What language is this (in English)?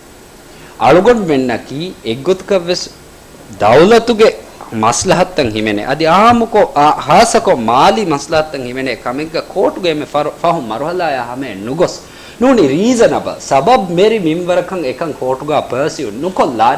Divehi